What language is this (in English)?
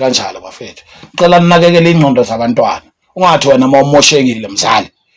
Zulu